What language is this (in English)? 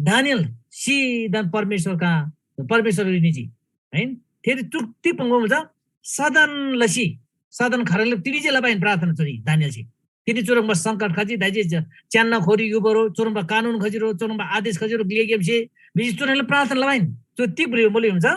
Eastern Tamang